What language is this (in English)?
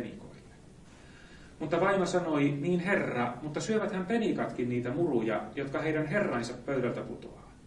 Finnish